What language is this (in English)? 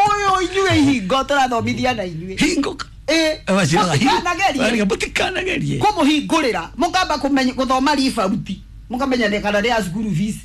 Kikuyu